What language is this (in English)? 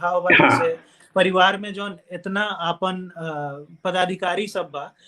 Bhojpuri